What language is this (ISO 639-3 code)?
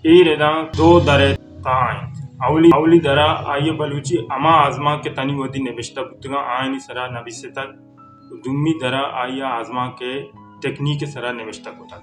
bal